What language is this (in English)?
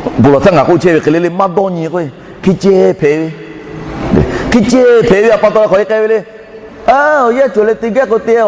Lahu